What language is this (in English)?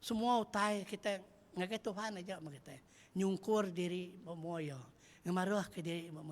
Iban